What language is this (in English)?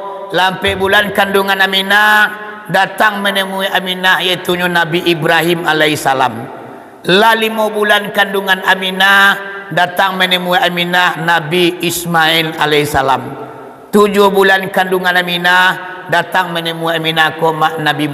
Minangkabau